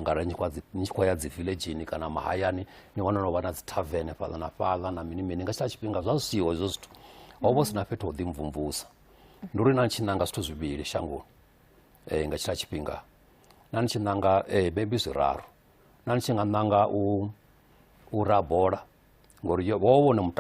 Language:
Venda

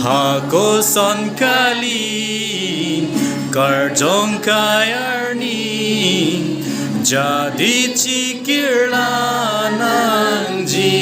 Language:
Karbi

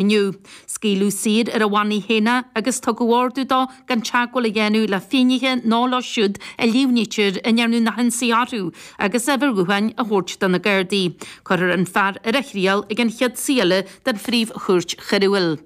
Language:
Irish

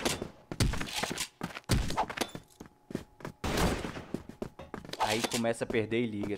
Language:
Portuguese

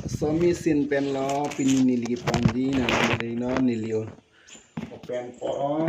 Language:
Karbi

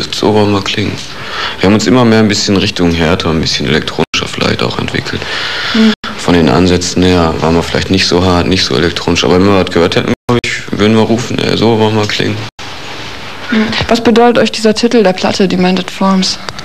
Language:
German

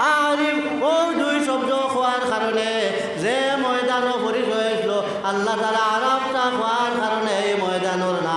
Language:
Sylheti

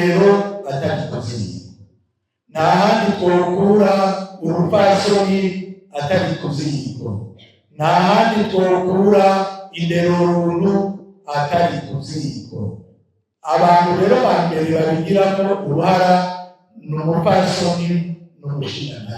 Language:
Rundi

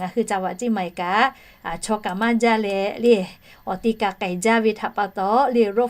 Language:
Lahu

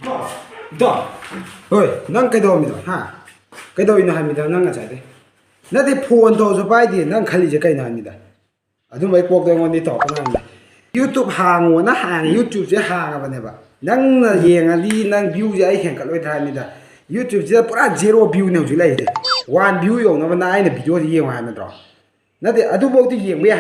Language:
Manipuri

